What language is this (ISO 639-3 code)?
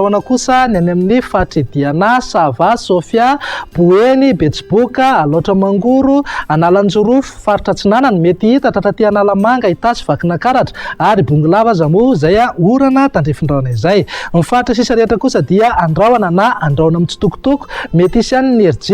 mlg